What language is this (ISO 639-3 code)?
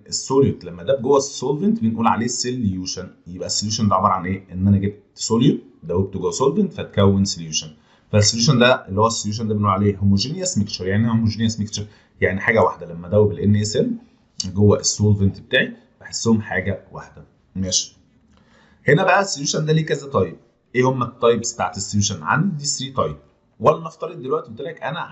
arz